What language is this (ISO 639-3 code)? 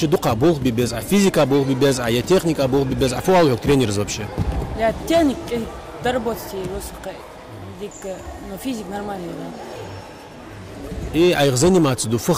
inh